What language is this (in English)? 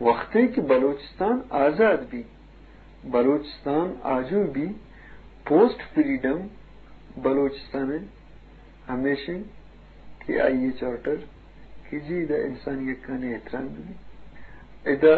Eastern Balochi